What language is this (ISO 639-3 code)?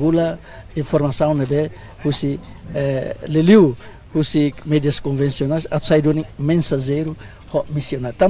tet